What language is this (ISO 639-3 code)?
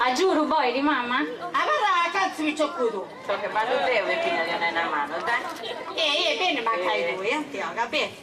srd